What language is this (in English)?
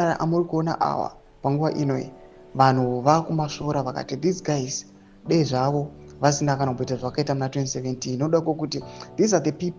Shona